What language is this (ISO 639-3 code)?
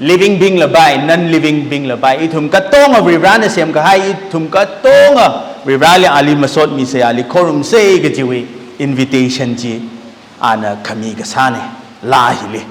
nmf